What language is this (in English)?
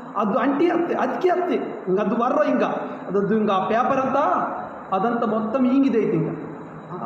Koya